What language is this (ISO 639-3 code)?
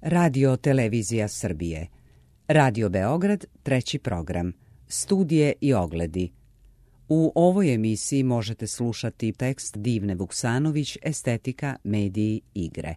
srp